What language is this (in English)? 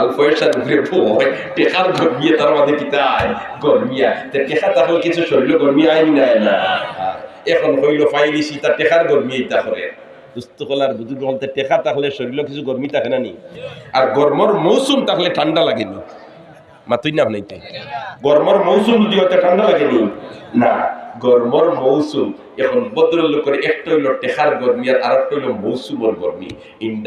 Sylheti